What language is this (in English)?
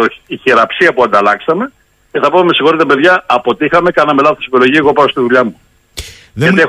Greek